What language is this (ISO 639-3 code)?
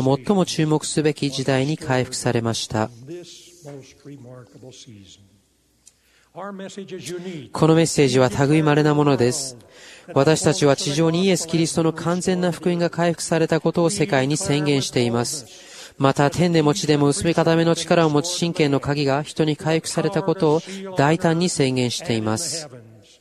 jpn